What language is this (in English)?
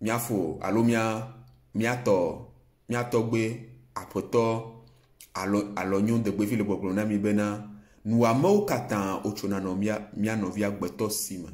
Ewe